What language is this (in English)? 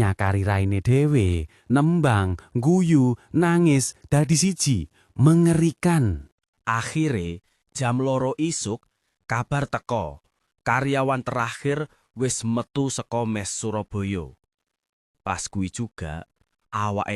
Javanese